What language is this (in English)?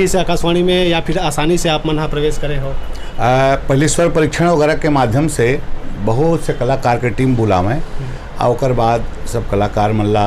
Chhattisgarhi